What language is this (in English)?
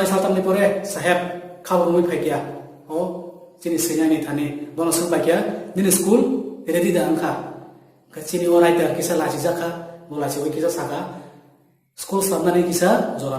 Kok Borok